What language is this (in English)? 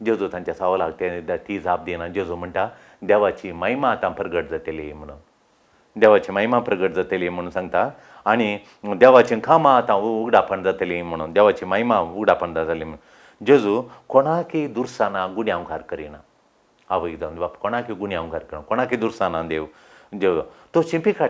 Konkani